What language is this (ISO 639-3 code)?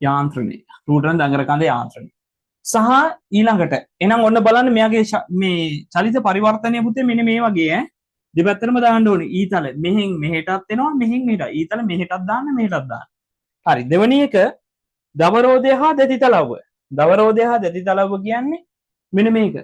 sin